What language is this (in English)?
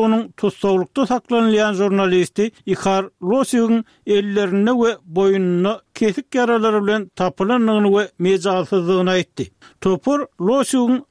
Turkmen